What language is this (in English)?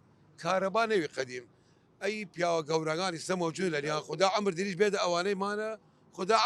Southern Kurdish